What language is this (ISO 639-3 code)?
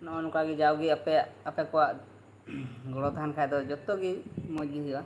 sat